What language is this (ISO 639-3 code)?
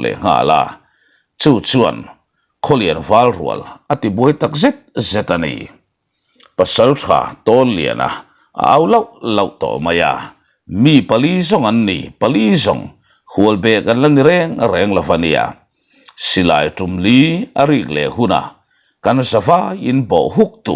lus